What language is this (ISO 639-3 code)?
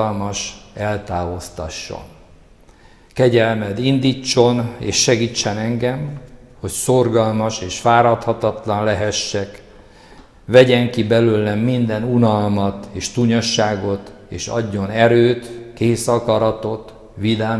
hun